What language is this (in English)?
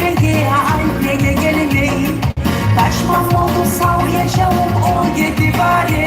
Kumyk